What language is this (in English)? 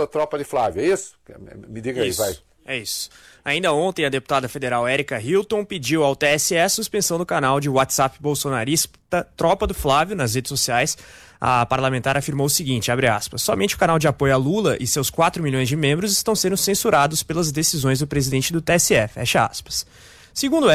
Portuguese